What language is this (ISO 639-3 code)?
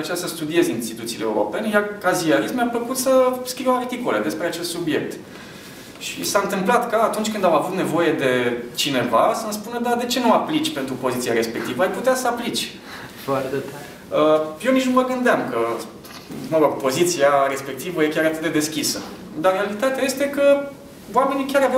ron